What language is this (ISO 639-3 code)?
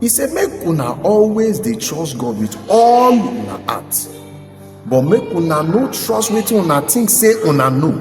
pcm